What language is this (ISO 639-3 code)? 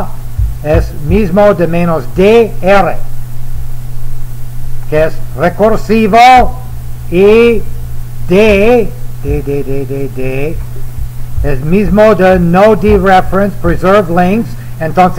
spa